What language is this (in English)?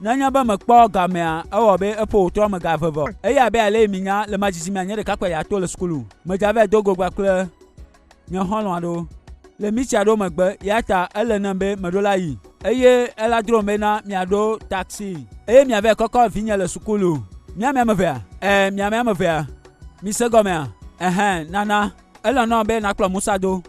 Gen